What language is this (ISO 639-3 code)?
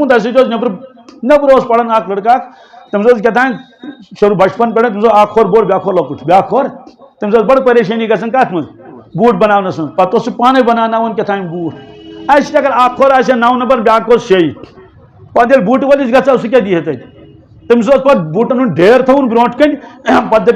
kas